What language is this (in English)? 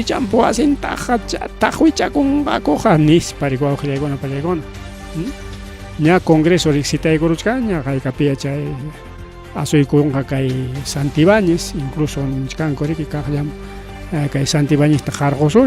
Ayacucho Quechua